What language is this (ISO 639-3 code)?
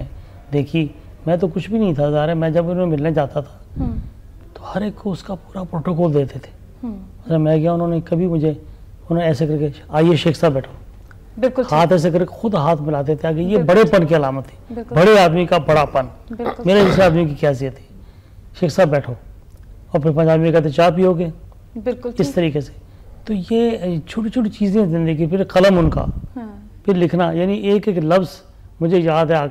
urd